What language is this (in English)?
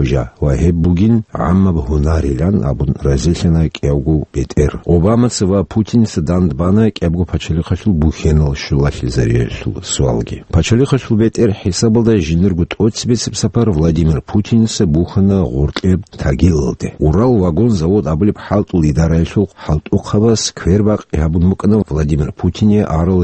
Avaric